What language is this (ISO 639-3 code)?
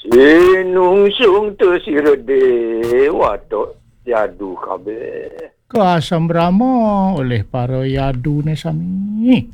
ban